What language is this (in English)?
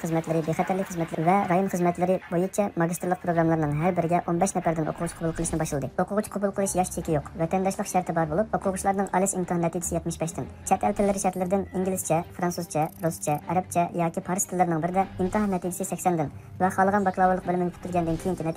Uyghur